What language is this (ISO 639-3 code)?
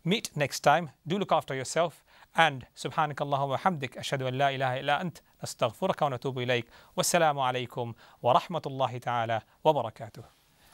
ben